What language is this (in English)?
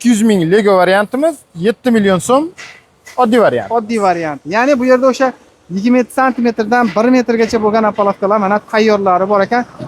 Uzbek